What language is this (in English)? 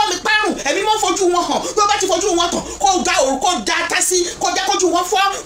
Yoruba